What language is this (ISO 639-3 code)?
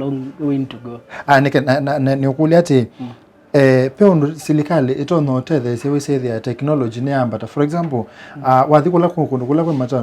kam